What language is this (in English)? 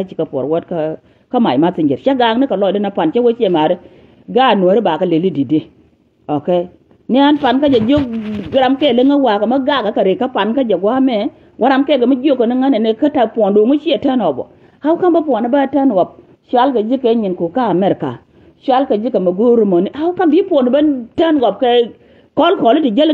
Nuer